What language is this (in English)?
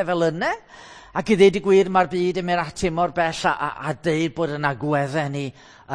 Welsh